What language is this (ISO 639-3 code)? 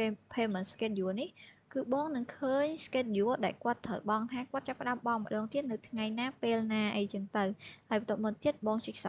khm